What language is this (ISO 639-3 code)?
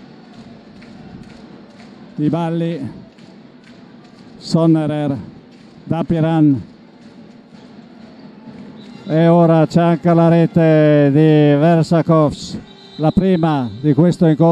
ita